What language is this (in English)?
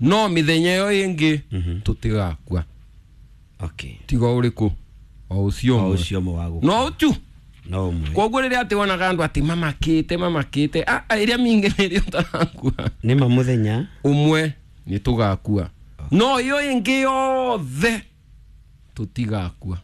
Kikuyu